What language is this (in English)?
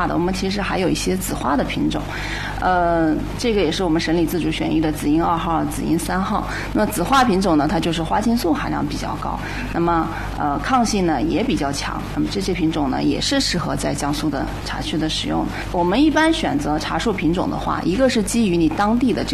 Chinese